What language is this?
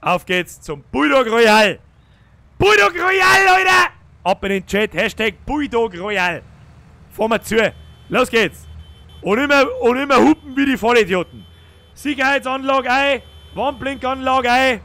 Bavarian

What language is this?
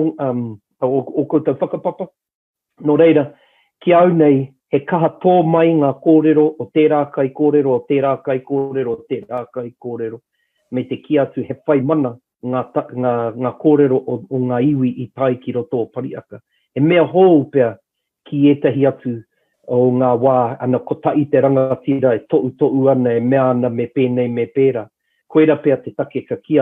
Māori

